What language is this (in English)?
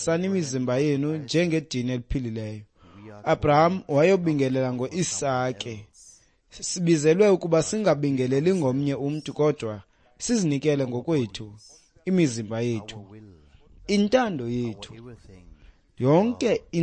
Xhosa